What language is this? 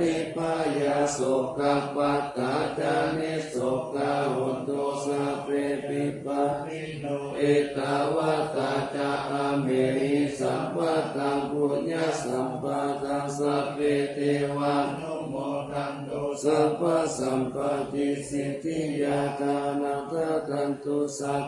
Pali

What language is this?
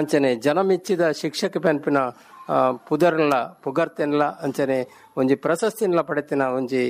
Tulu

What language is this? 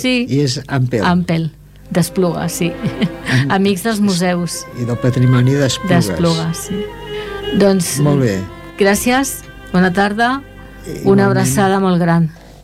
Catalan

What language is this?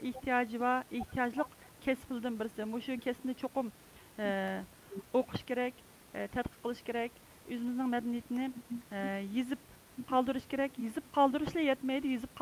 Uyghur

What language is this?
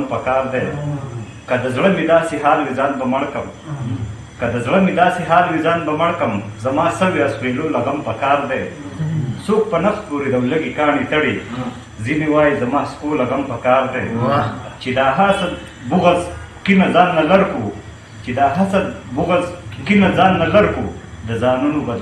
Pashto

